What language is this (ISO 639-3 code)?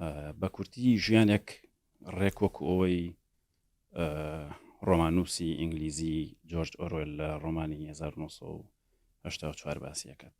ckb